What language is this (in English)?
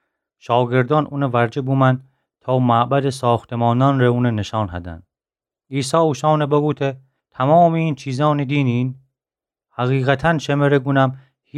Gilaki